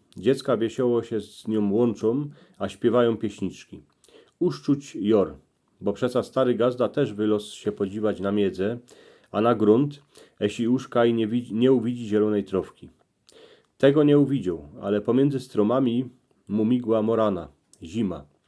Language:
Silesian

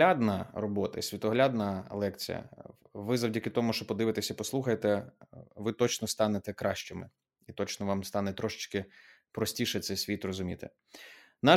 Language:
Ukrainian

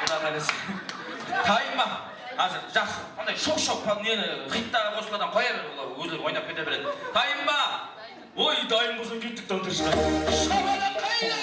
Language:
Kara-Kalpak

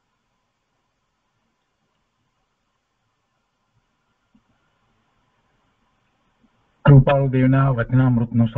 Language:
Gujarati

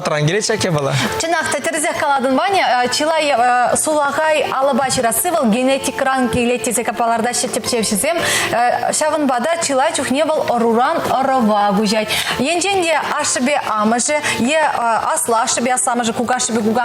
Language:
Chuvash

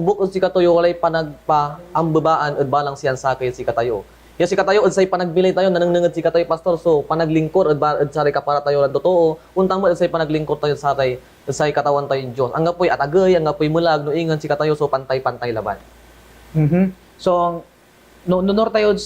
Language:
Pangasinan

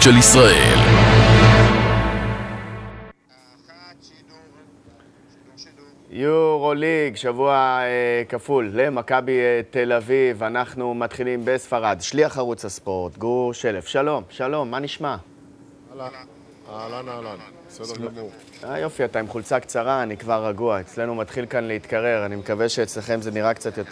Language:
Hebrew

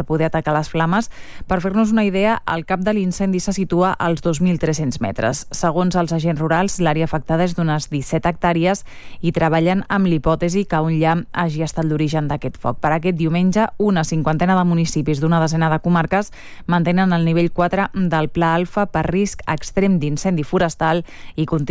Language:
Catalan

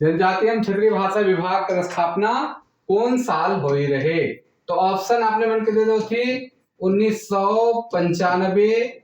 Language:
Sadri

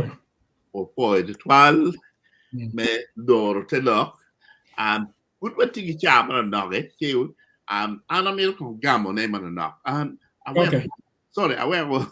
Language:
Acoli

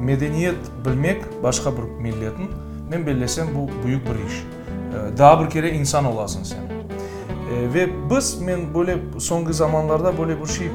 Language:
Crimean Tatar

